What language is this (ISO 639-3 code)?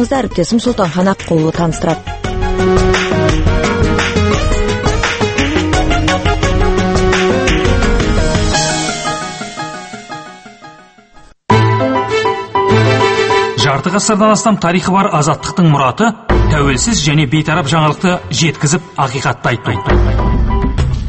kaz